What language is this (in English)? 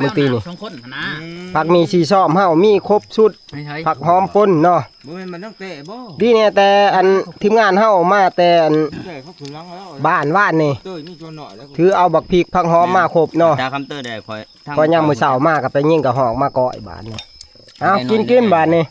Northeastern Thai